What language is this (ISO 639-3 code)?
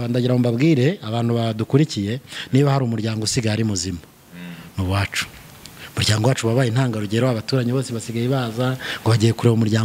kin